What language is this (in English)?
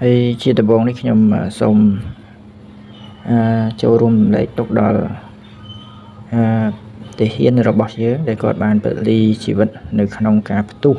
Khmer